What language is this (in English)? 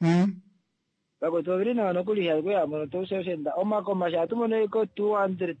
Kuanyama